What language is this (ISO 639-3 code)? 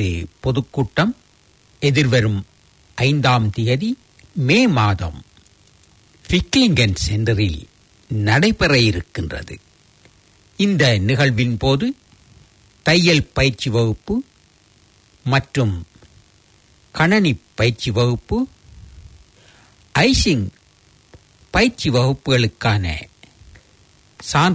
tam